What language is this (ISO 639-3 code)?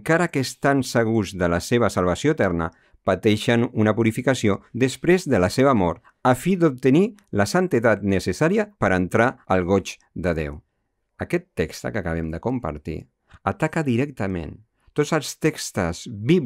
cat